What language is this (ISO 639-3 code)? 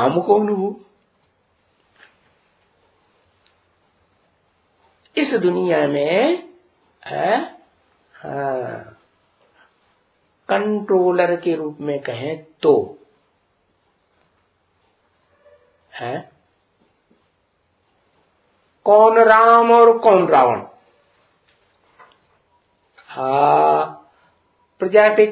hin